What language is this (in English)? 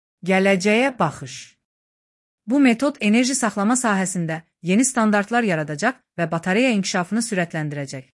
Azerbaijani